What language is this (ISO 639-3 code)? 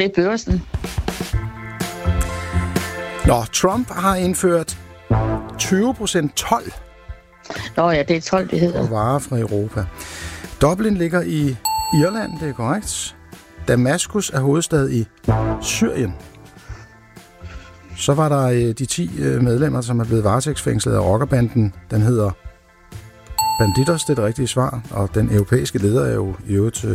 dan